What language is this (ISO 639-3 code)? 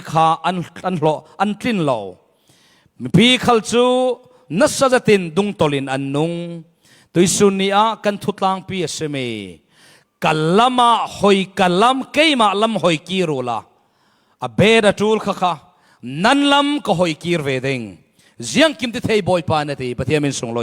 cfm